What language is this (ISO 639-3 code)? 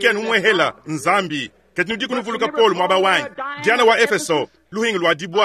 lua